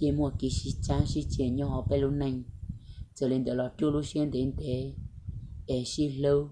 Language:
Hmong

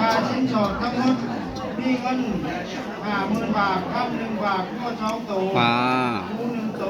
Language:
Northeastern Thai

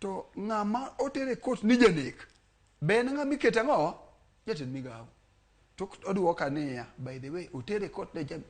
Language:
Luo (Kenya and Tanzania)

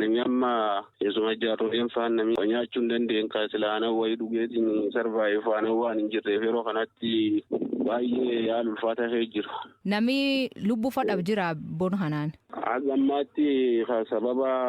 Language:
Oromo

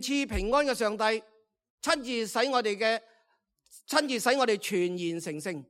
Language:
Cantonese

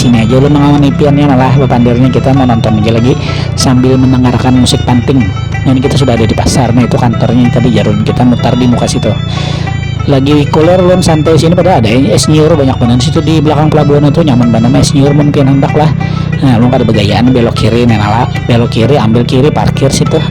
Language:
Banjar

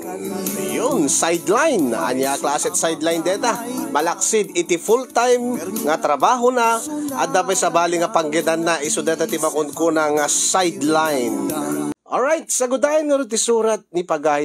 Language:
Iloko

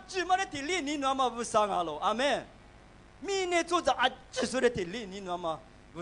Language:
Lisu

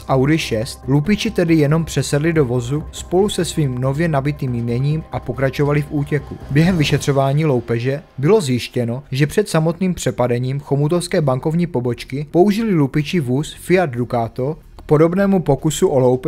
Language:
Czech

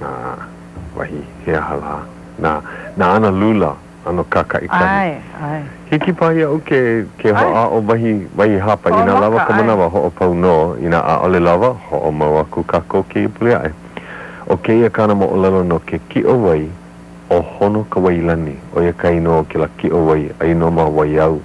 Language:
Hawaiian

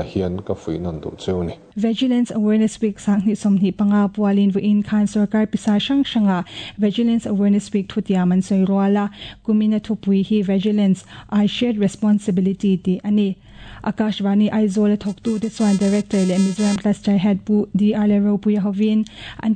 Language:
Mizo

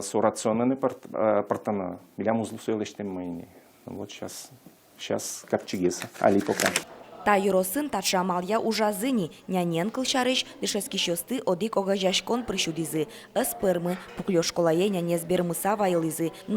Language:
Udmurt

